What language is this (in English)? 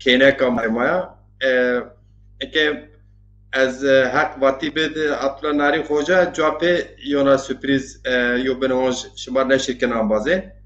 Zaza